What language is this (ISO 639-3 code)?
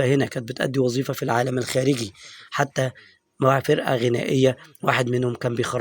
arz